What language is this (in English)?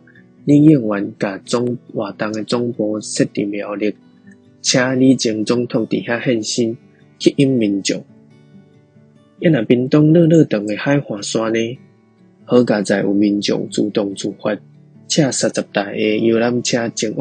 Min Nan Chinese